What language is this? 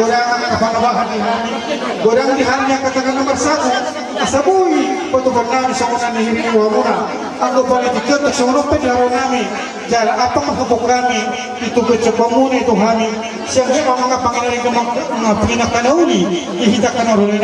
Batak Toba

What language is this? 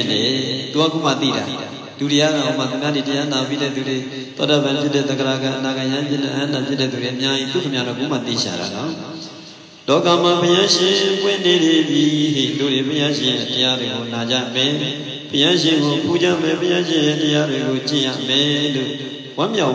Burmese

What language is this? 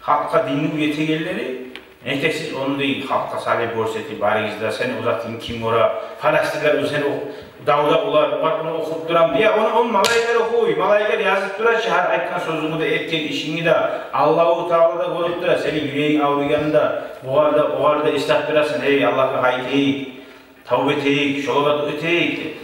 Kumyk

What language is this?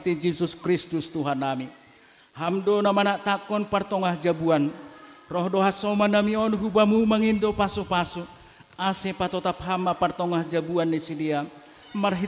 Batak Toba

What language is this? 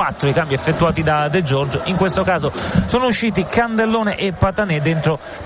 Italian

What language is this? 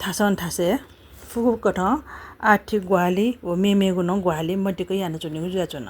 Newari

